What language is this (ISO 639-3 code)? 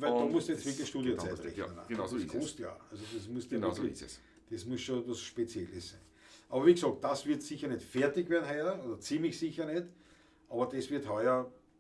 bar